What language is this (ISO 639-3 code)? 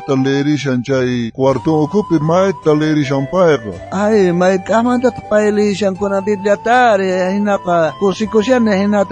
quh